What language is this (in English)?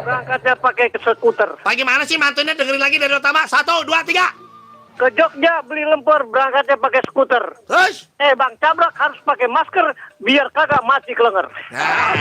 Betawi